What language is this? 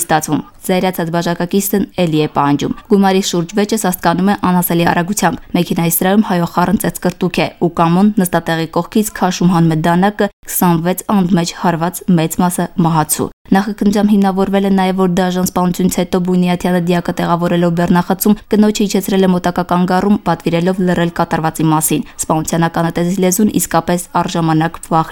Armenian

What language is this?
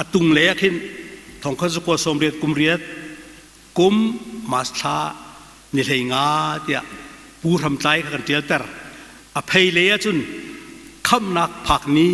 Hakha Chin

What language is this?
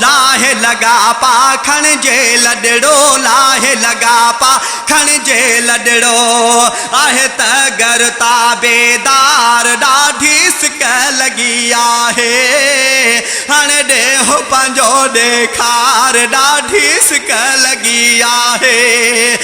Sindhi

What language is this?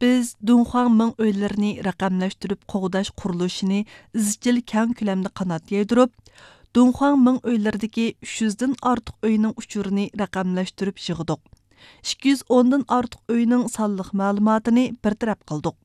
Uyghur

